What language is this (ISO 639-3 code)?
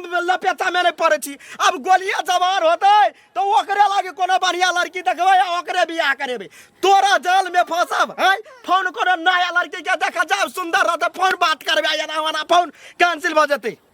mai